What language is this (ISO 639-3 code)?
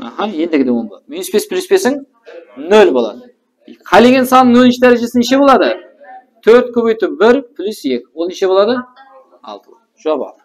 kaa